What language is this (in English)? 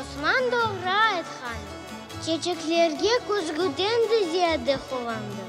Crimean Tatar